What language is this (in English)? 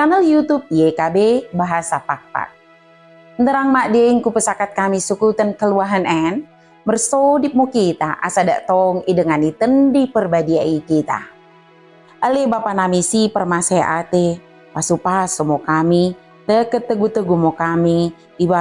Batak Dairi